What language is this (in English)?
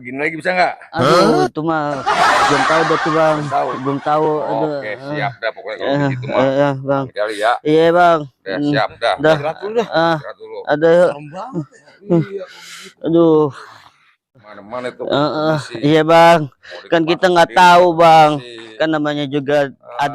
Betawi